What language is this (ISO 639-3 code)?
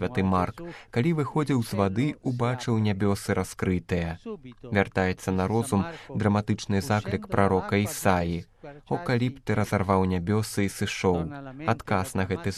bel